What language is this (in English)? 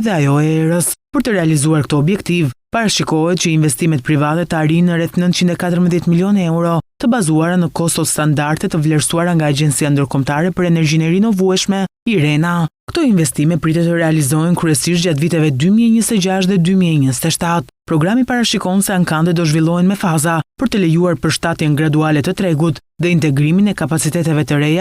Albanian